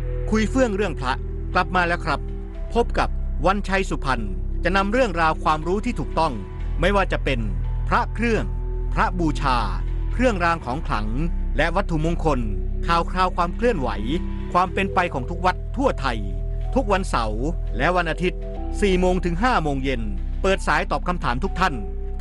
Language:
Thai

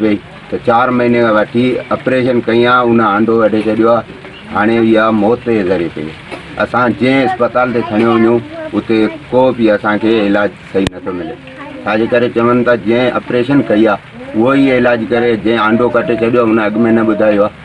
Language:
Sindhi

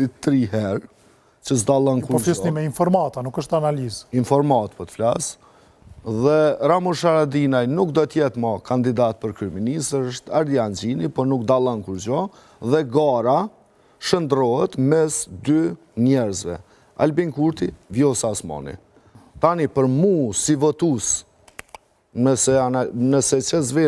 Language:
Albanian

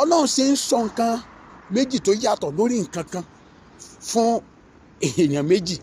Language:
Yoruba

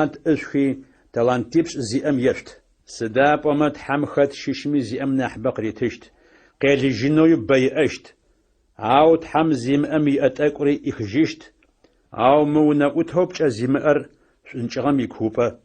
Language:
Adyghe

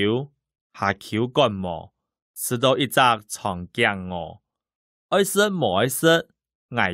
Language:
Hakka Chinese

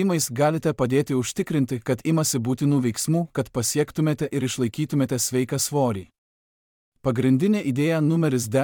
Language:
Lithuanian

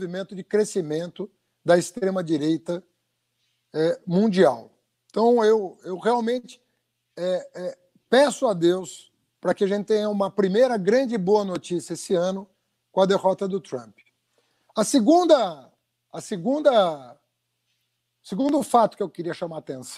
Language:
Portuguese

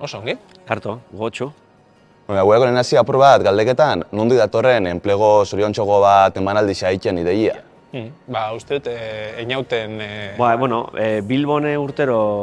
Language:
Basque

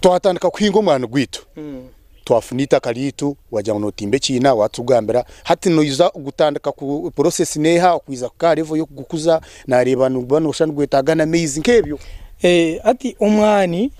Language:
Nyankole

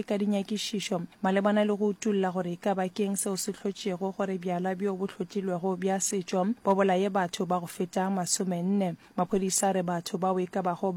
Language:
Northern Sotho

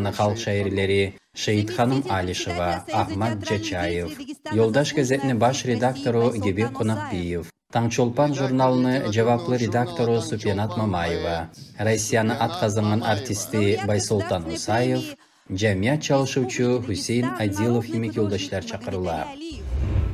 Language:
Kumyk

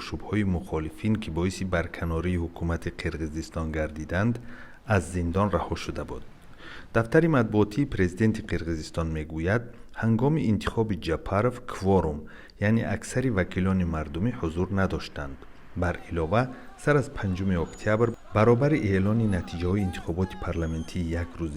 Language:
Tajik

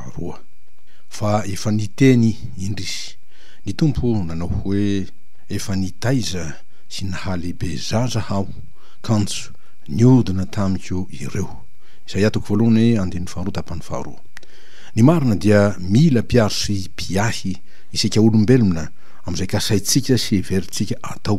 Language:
Malagasy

